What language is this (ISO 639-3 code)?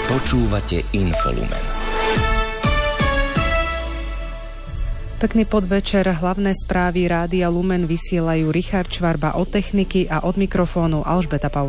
slk